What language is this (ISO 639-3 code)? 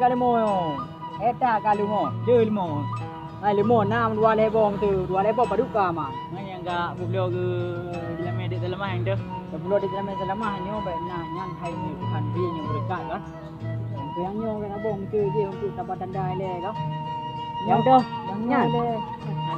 ace